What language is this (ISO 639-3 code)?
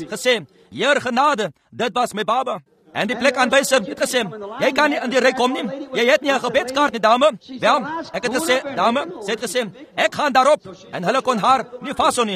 afr